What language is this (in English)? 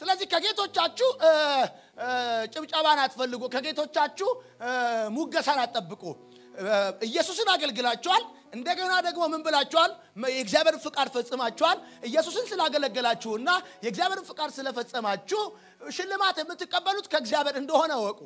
Amharic